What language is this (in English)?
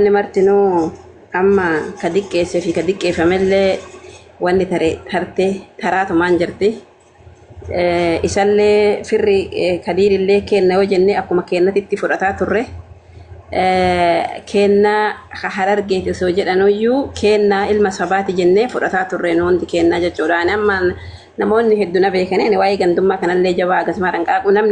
Oromo